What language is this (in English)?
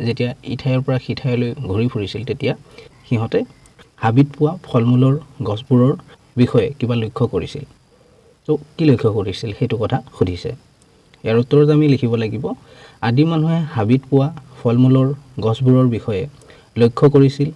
Assamese